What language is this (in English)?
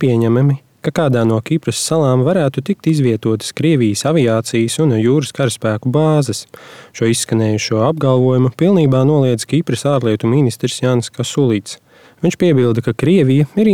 Latvian